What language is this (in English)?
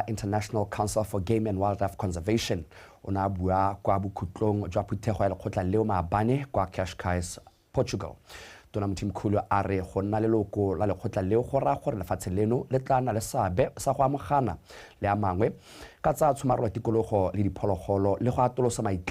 Tswana